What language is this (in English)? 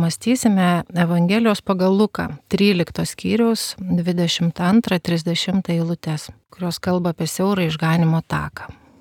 Lithuanian